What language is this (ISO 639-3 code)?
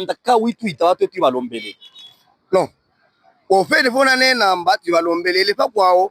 lub